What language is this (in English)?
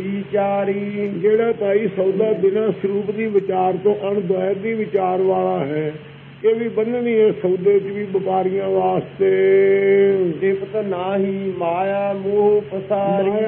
Punjabi